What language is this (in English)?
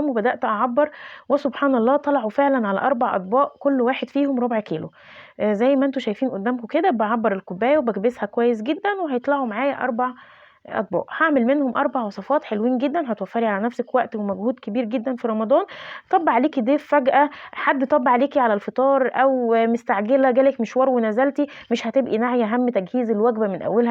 Egyptian Arabic